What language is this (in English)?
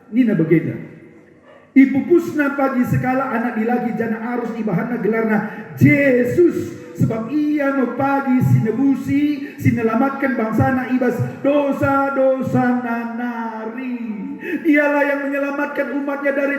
Batak Karo